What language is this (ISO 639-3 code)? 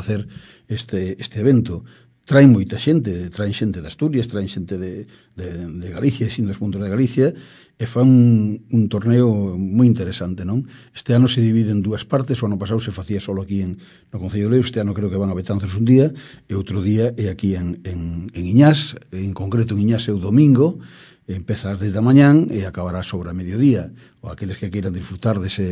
glg